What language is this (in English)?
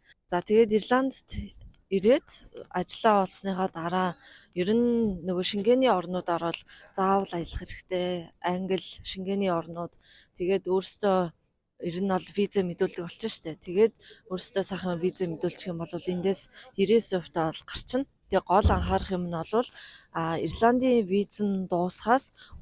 Mongolian